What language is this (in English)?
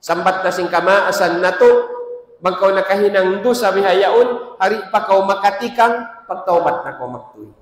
Tausug